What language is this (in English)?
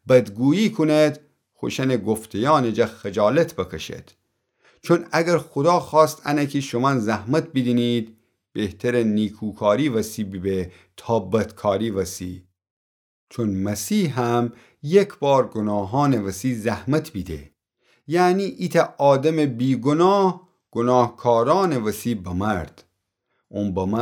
Gilaki